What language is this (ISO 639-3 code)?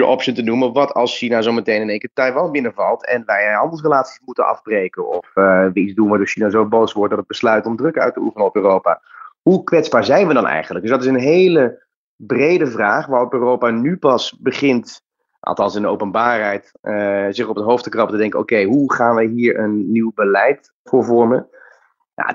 nld